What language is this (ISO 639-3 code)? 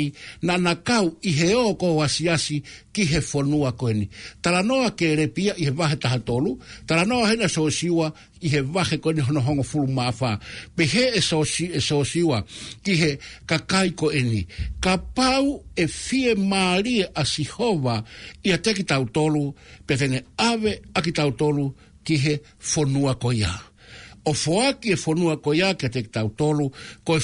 ton